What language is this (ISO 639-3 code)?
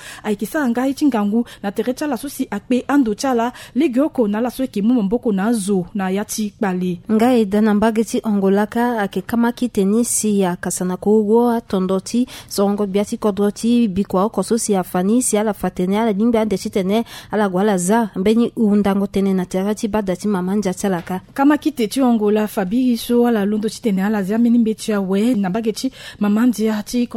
sag